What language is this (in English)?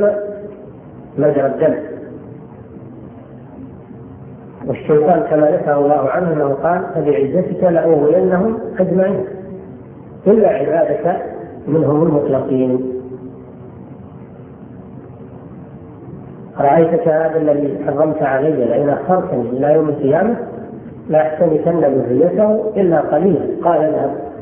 Arabic